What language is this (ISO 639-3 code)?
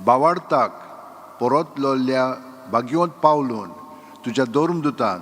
kok